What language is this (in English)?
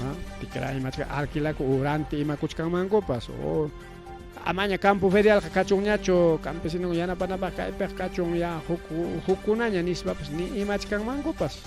Ayacucho Quechua